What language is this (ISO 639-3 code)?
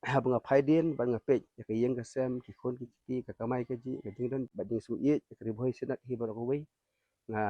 kha